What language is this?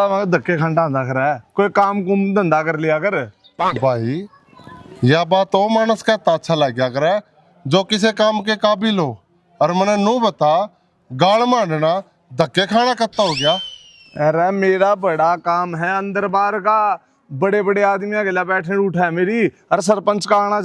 Haryanvi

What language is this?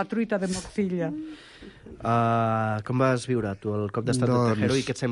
Catalan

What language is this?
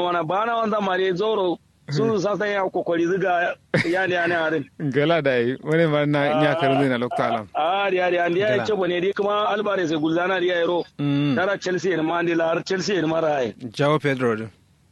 Kanuri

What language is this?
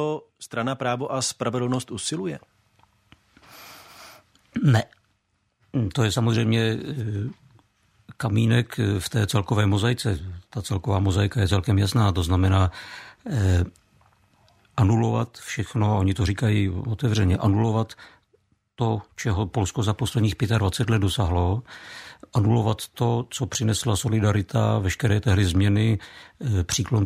Czech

